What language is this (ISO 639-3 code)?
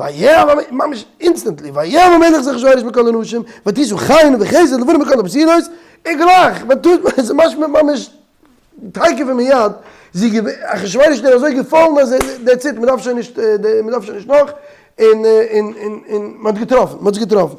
yid